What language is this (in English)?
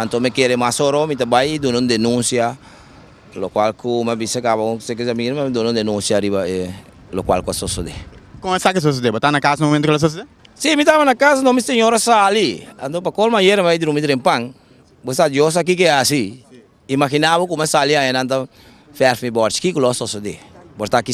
Papiamento